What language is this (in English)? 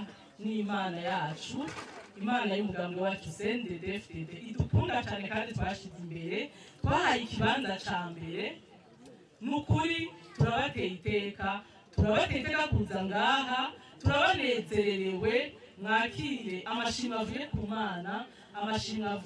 Rundi